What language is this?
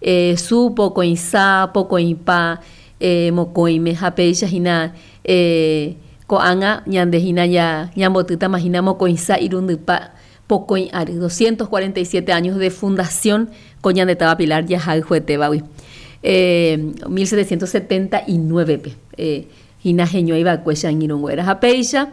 Guarani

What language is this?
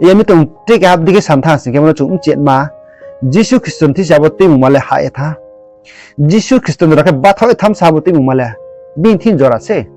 Riang (India)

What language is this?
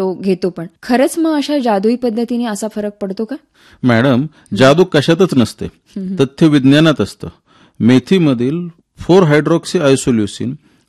Marathi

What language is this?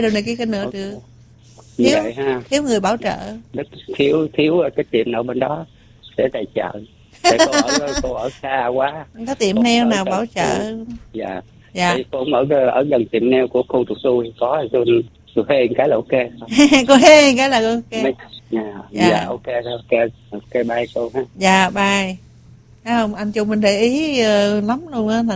Vietnamese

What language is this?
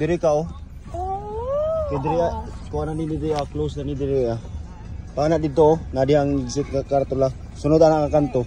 Cebuano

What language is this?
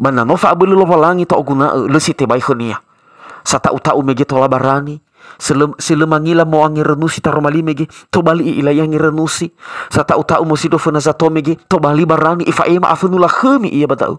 Nias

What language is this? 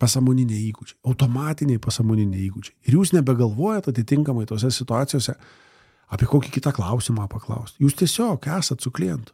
Lithuanian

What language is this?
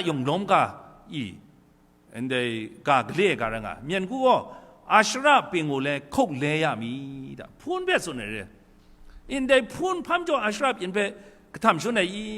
Kachin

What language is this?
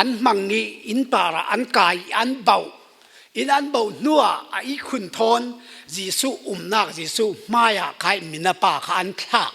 Falam Chin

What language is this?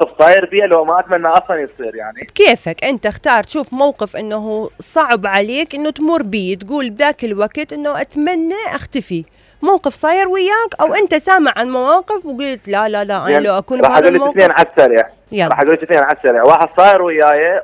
Mesopotamian Arabic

